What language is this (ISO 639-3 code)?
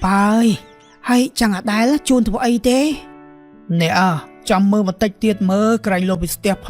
khm